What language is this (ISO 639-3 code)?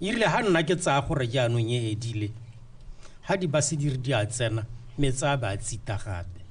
tsn